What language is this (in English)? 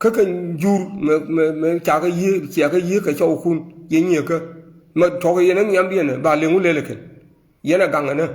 Nuer